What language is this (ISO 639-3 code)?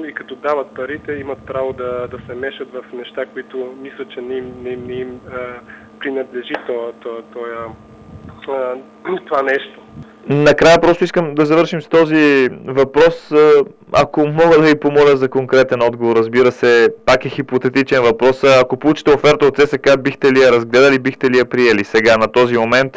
bul